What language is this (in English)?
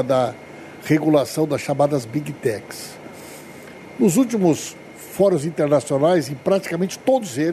Portuguese